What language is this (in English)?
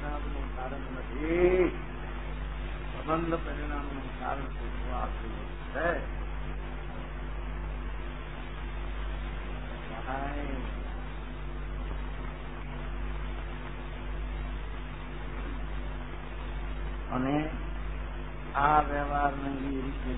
Gujarati